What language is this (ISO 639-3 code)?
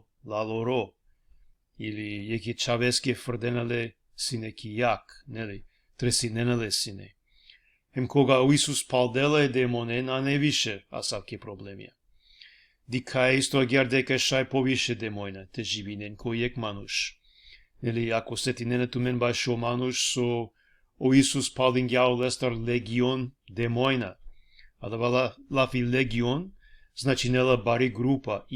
rmn